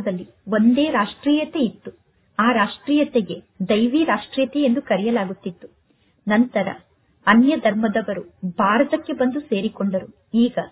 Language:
Kannada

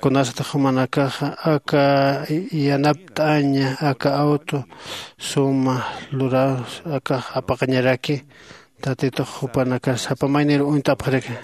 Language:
Aymara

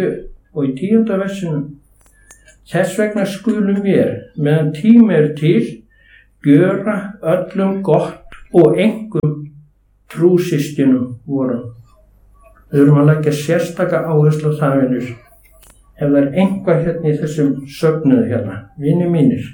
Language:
Icelandic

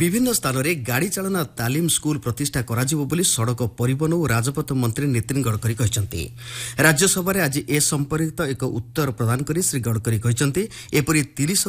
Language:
Odia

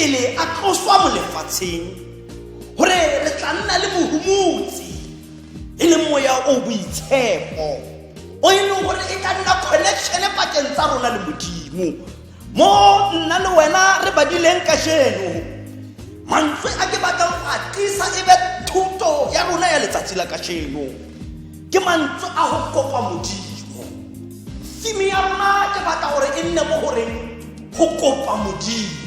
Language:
Tswana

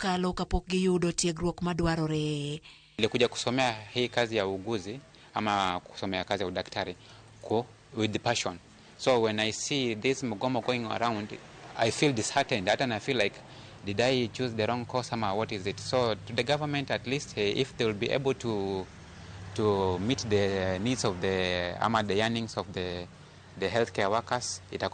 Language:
Luo (Kenya and Tanzania)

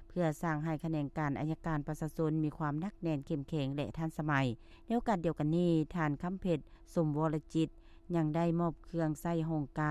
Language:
Lao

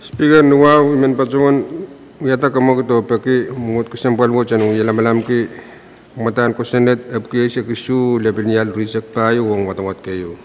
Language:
Pohnpeian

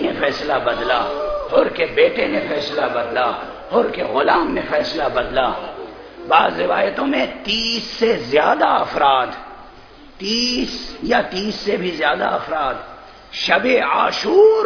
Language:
Urdu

